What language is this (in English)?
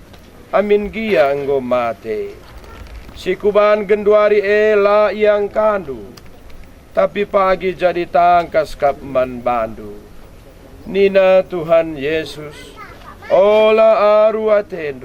Batak Karo